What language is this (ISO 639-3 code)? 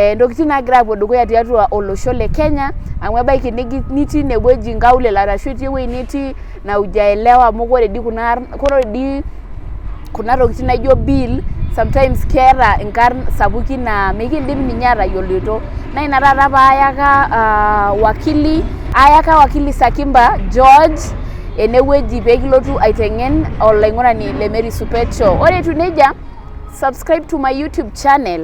mas